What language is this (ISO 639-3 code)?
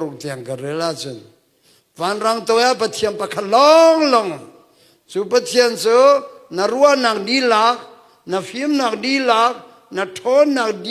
cnh